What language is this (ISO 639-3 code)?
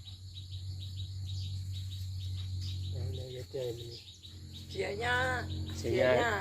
lao